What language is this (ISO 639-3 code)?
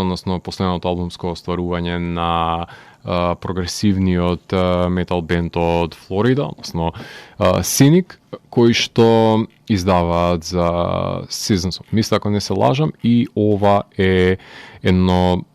mkd